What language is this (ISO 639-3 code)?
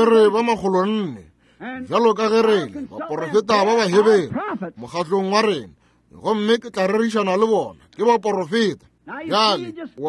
nso